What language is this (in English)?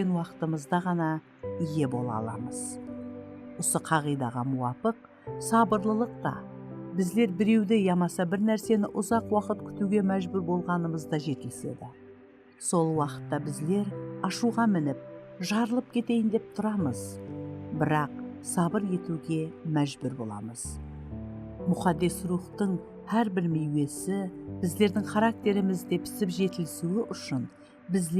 Kara-Kalpak